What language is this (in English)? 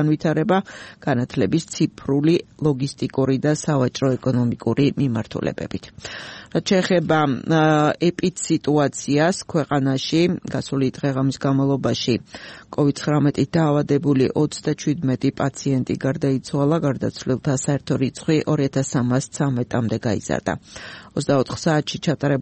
Georgian